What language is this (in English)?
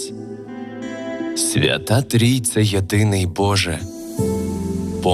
Ukrainian